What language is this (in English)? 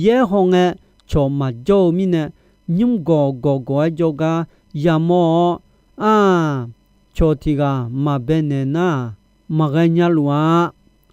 Akha